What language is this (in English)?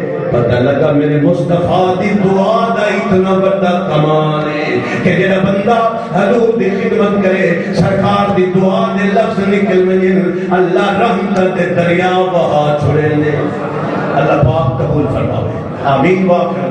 Saraiki